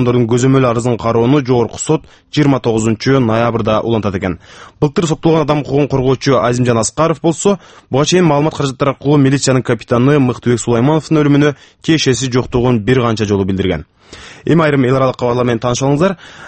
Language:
Kyrgyz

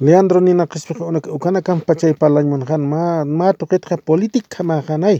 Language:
Aymara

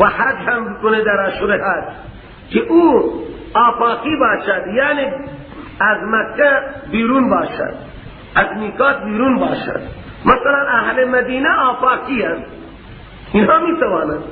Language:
Persian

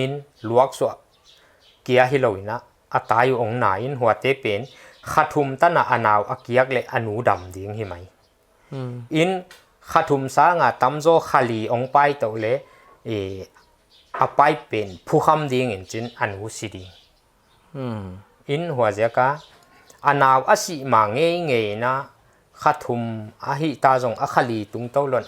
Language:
Paite Chin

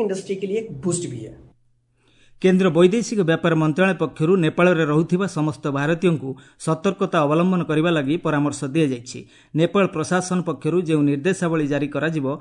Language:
Odia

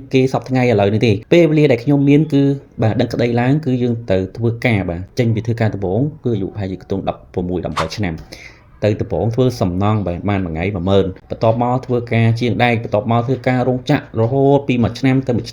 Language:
Khmer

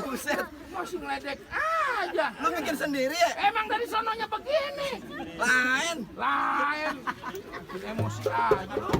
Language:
Betawi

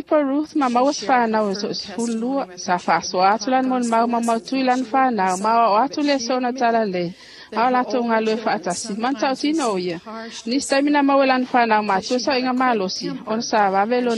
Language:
Samoan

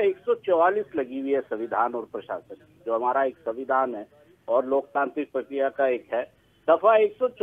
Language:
Hindi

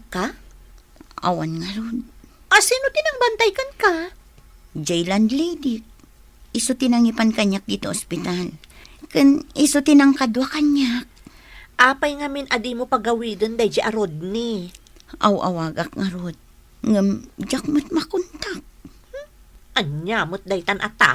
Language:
Iloko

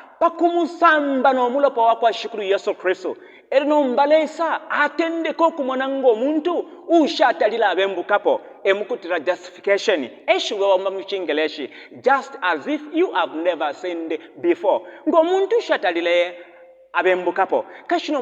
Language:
Bemba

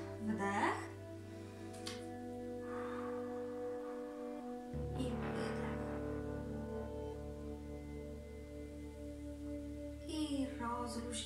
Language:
Polish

